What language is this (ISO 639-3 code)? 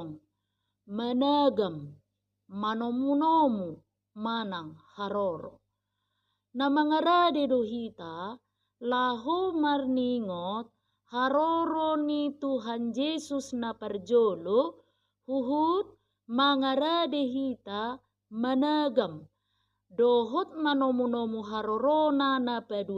bbc